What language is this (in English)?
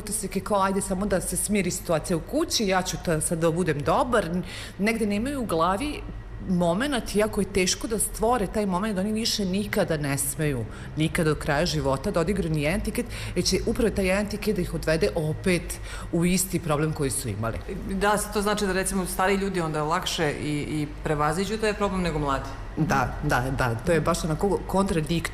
Serbian